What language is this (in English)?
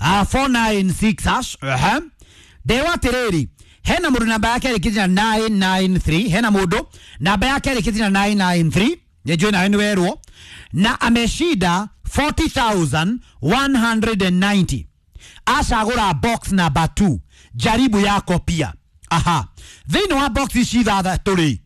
Kikuyu